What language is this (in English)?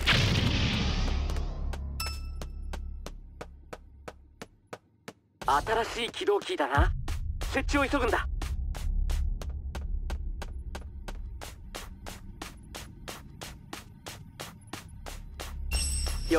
Japanese